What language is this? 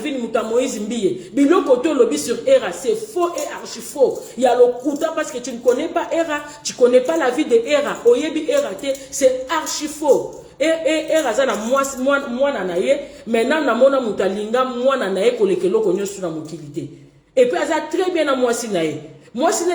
Lingala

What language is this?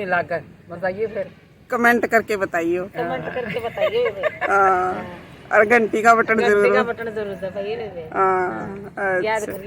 Haryanvi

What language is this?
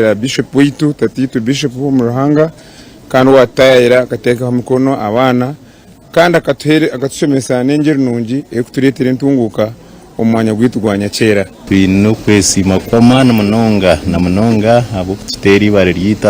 Nyankole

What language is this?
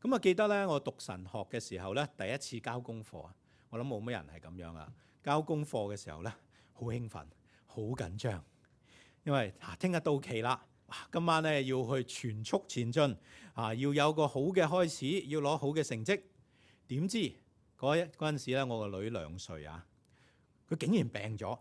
Cantonese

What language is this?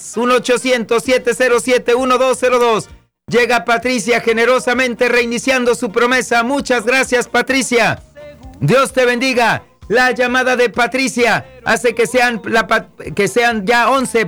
Spanish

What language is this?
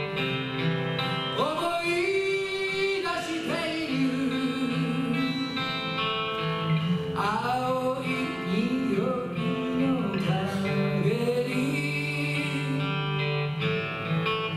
Japanese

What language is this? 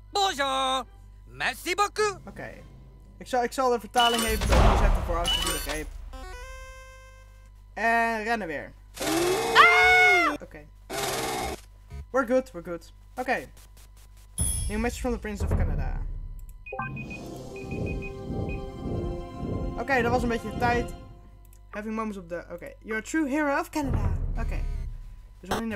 Dutch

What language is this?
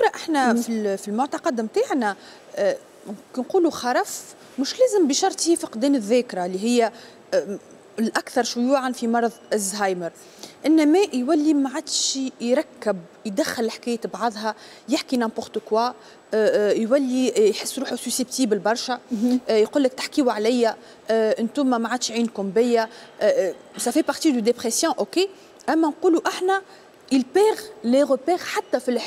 Tunisian Arabic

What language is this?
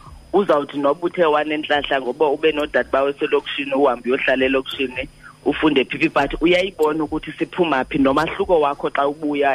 Xhosa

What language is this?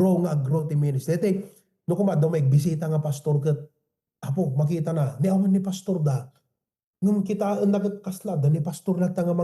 Iloko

